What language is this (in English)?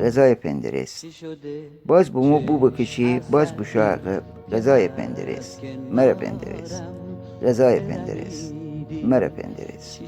Gilaki